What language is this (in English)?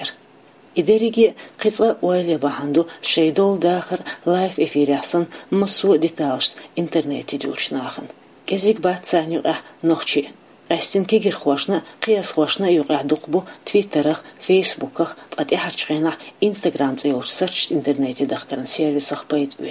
Chechen